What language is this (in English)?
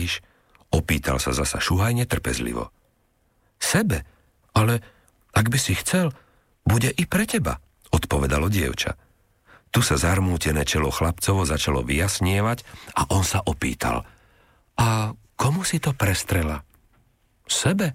Slovak